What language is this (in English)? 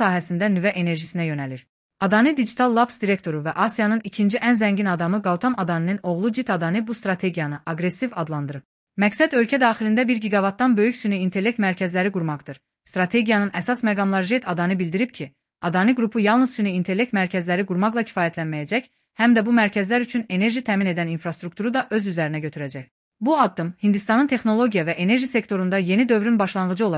Azerbaijani